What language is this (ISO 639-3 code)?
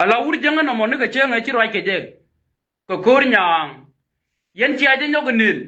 nus